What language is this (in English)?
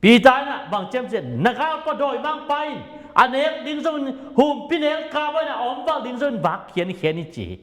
Tedim Chin